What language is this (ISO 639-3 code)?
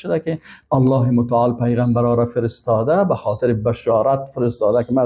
fas